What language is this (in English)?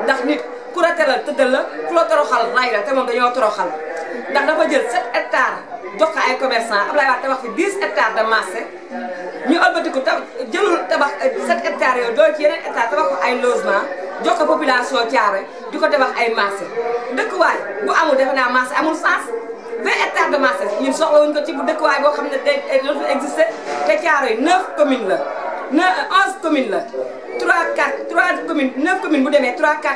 Wolof